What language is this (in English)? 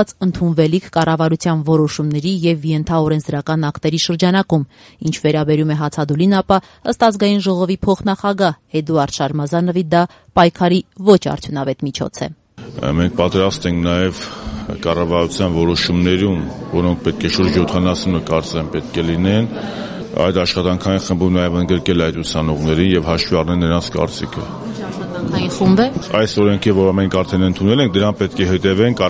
Armenian